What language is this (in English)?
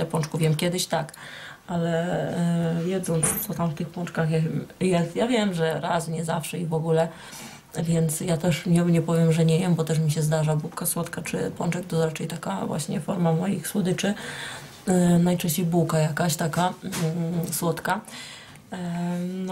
Polish